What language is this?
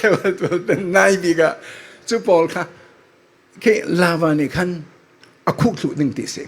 Falam Chin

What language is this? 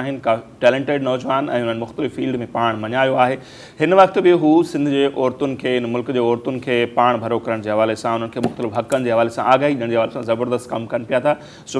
Sindhi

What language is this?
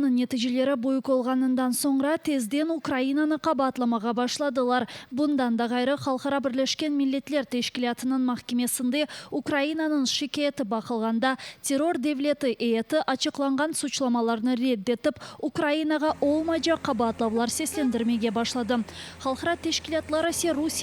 Crimean Tatar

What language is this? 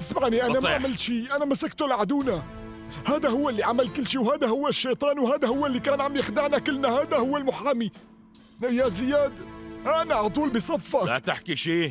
North Levantine Arabic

